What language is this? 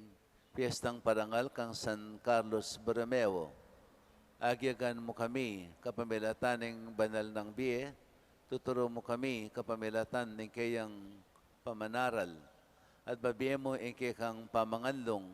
Pampanga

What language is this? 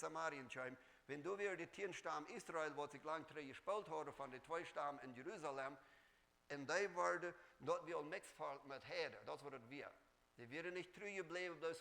Plautdietsch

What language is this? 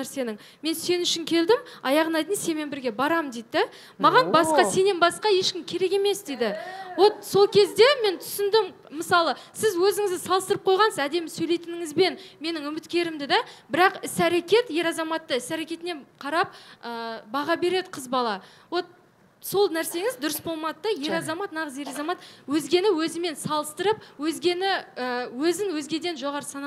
Kazakh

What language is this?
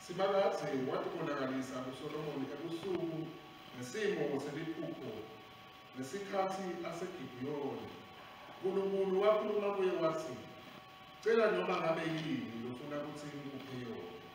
Swati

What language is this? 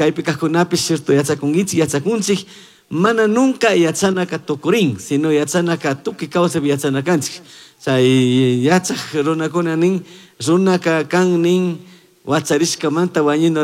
Chimborazo Highland Quichua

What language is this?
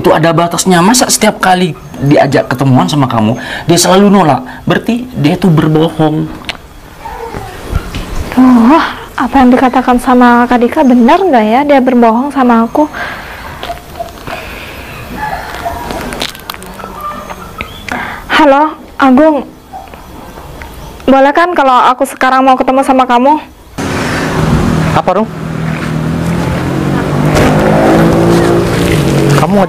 Indonesian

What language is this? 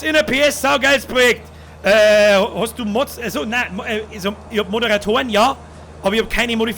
Bavarian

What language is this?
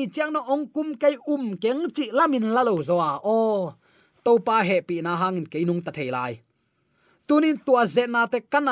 Tedim Chin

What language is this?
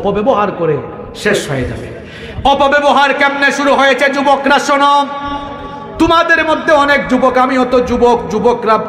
Bangla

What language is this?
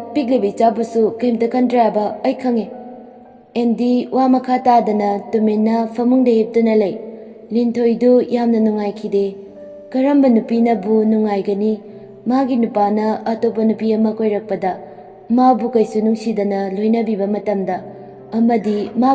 Manipuri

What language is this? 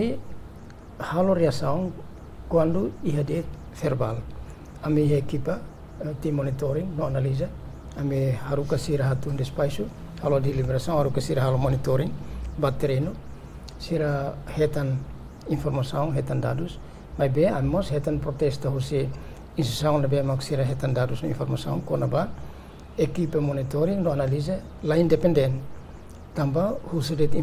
Tetum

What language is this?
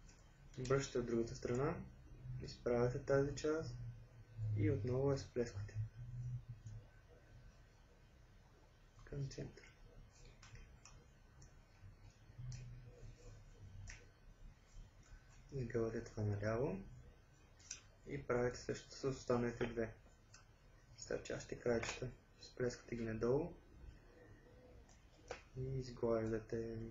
Bulgarian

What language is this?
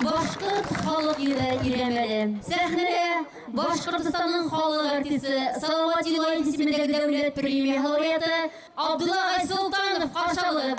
Bashkir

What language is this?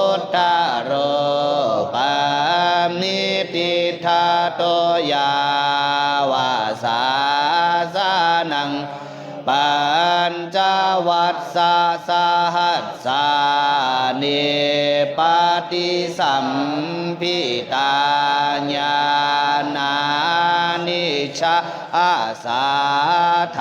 Pali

